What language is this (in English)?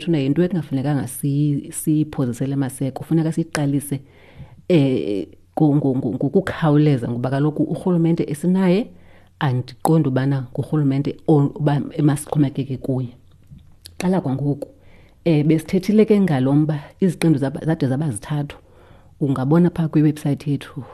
Xhosa